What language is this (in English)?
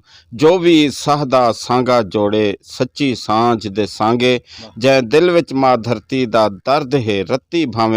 Saraiki